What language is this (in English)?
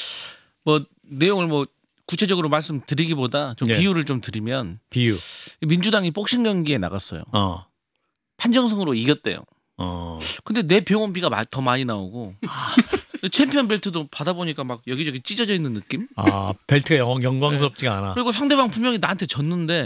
Korean